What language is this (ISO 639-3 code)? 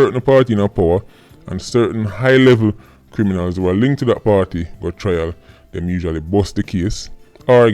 jam